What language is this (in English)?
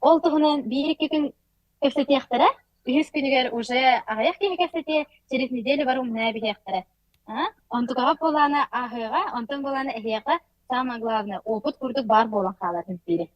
Yakut